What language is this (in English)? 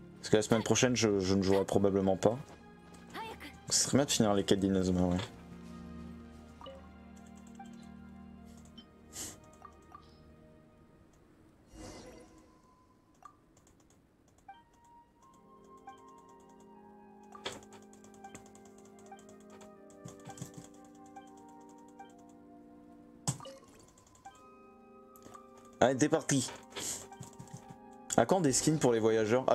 French